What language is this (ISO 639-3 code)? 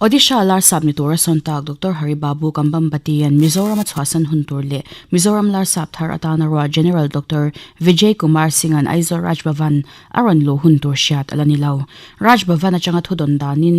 lus